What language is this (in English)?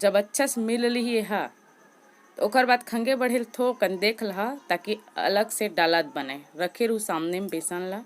Chhattisgarhi